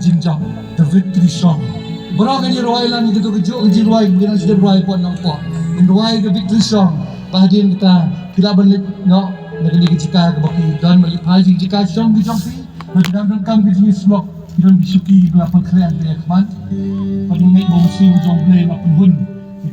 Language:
Khasi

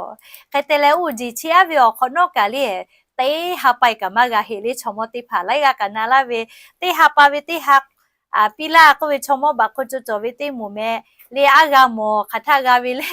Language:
Lahu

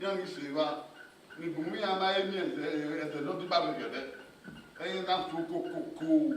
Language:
Bini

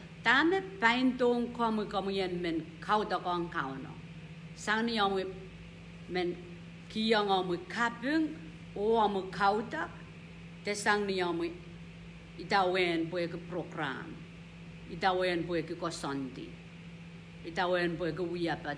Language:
Pohnpeian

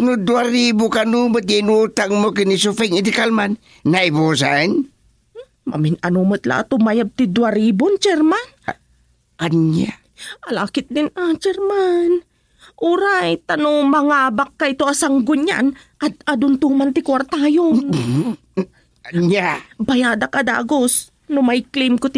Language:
Iloko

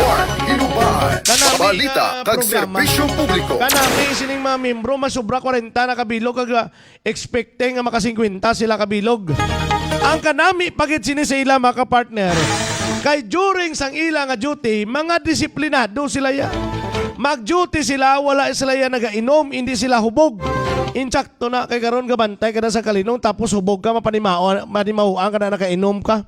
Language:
Hiligaynon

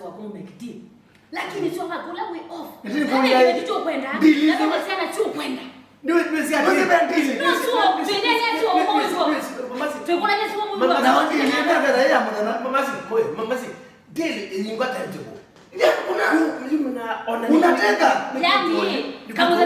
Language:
Kamba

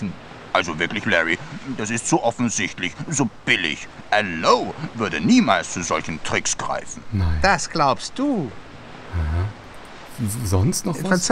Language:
German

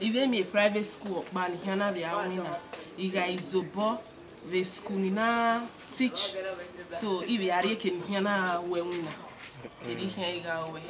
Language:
Bini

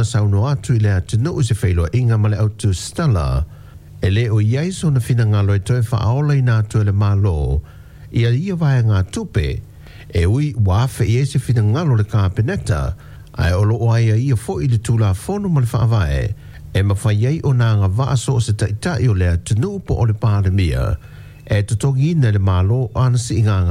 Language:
Samoan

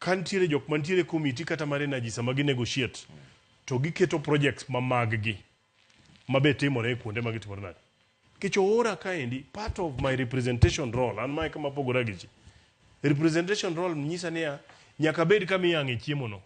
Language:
Luo (Kenya and Tanzania)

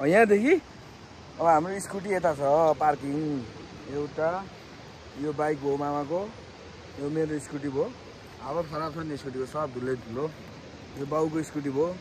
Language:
Nepali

